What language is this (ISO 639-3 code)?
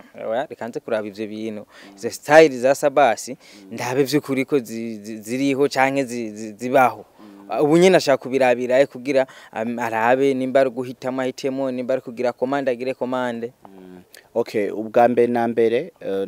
run